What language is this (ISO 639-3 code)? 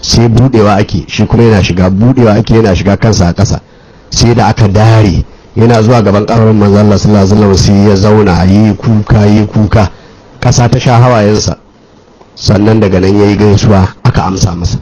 hau